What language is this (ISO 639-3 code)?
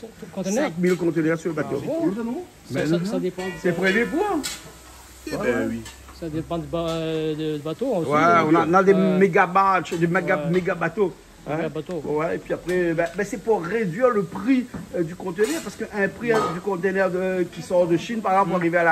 rcf